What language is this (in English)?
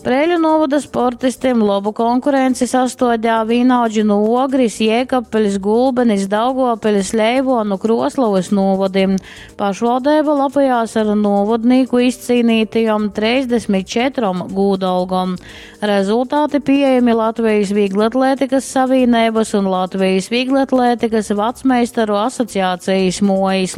Latgalian